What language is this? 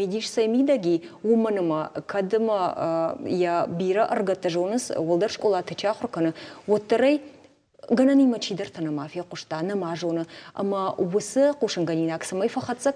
Ossetic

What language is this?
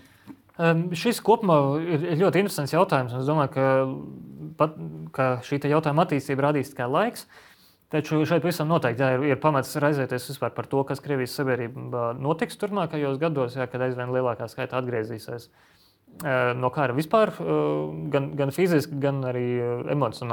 Latvian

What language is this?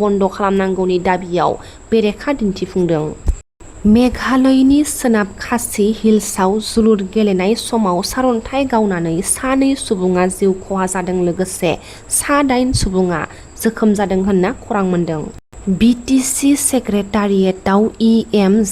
Bodo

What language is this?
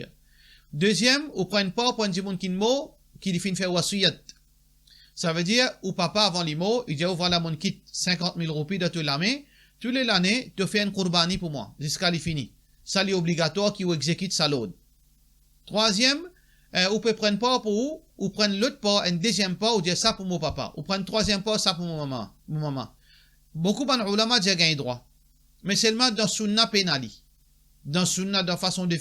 Morisyen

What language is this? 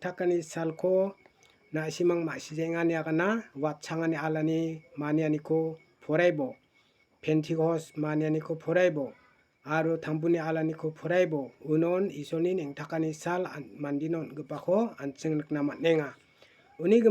Garo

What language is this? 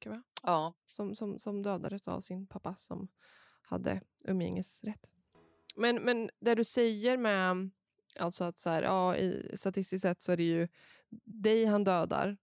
Swedish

